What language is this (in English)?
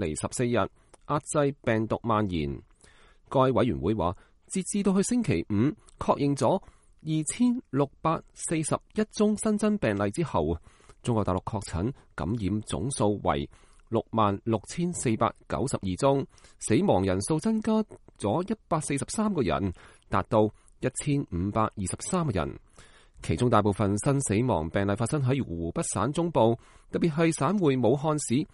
Cantonese